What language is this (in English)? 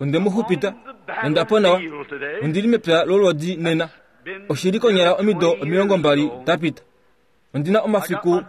Kuanyama